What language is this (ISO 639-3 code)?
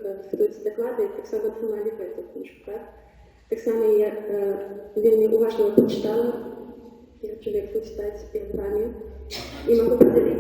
bel